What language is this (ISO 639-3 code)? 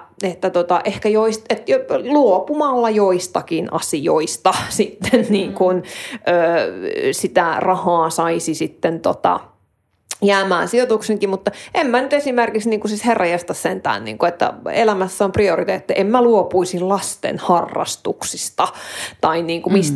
fin